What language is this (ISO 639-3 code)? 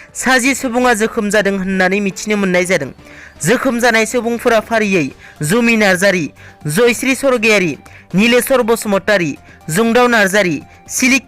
brx